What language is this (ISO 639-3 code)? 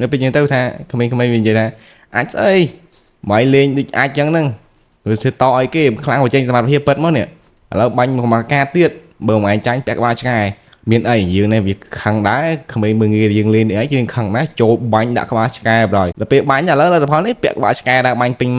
khm